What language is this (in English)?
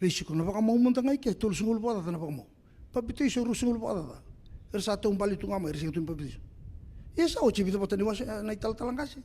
Fijian